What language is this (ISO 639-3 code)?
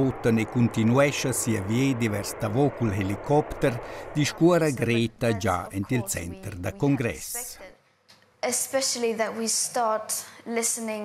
roh